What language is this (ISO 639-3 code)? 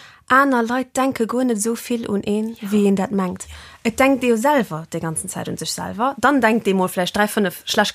ltz